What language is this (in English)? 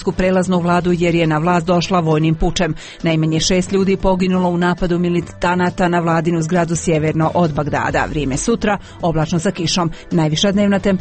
Croatian